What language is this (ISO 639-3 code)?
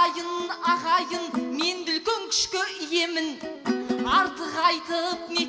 kaz